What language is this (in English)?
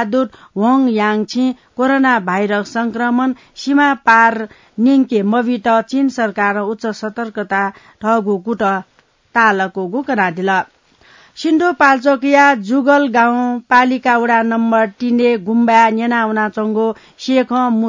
Newari